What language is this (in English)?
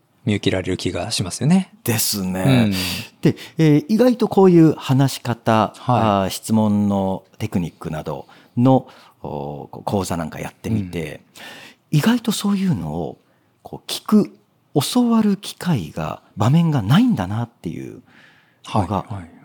Japanese